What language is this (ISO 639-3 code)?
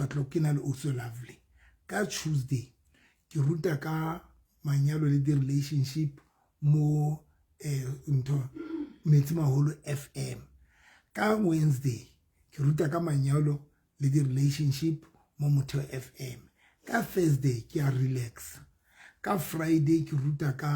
sot